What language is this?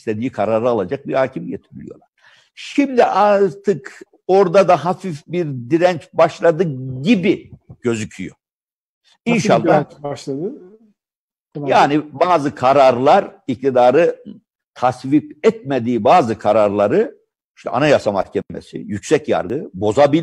Turkish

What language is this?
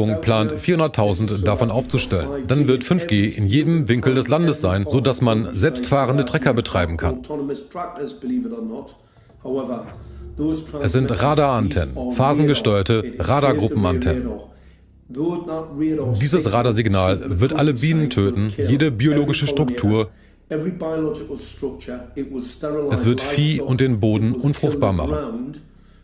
German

